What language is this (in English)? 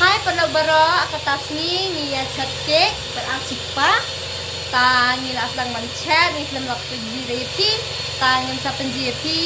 Khasi